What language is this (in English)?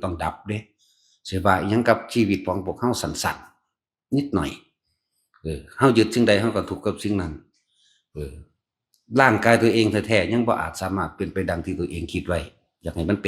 Northeastern Thai